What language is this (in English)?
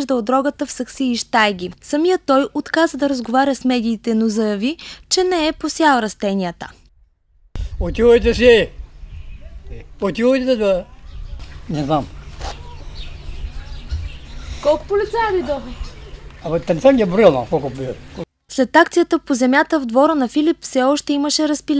Bulgarian